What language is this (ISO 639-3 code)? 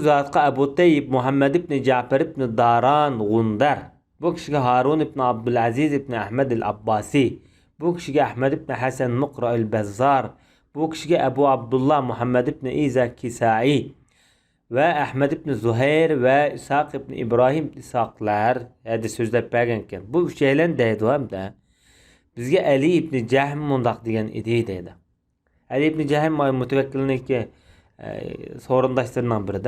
uig